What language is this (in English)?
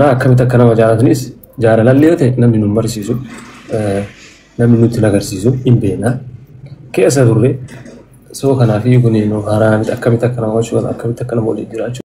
Oromo